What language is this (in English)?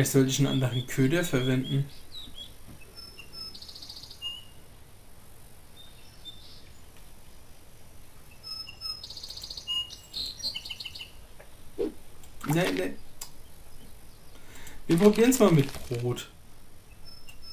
German